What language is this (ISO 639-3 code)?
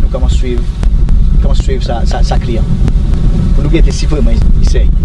crs